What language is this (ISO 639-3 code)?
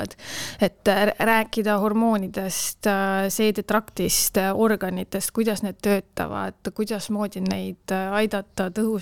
est